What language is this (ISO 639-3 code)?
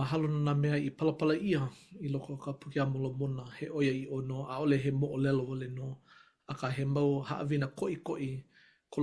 haw